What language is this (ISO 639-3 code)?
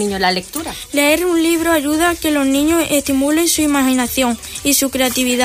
spa